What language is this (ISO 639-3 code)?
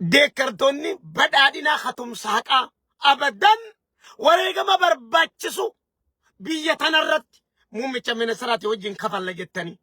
orm